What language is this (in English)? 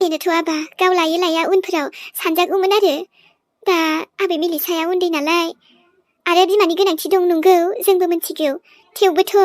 Bodo